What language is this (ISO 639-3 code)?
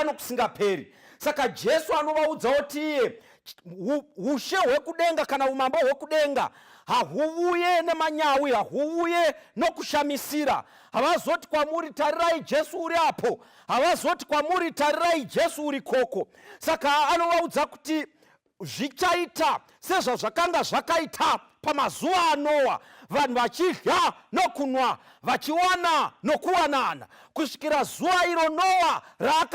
sna